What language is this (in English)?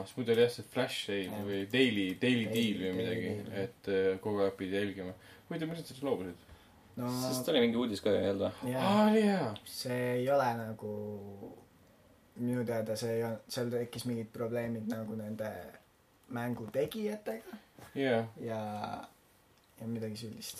Estonian